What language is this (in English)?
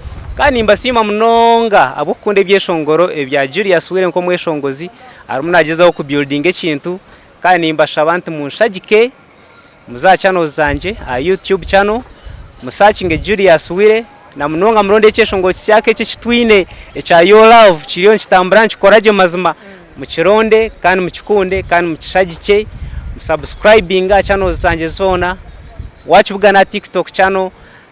Nyankole